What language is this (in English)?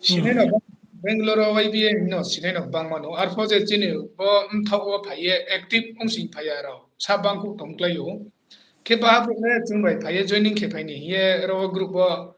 Riang (India)